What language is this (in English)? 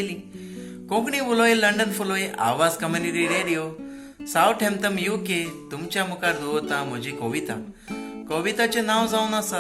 Konkani